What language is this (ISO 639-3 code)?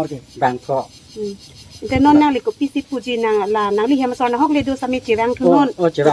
mjw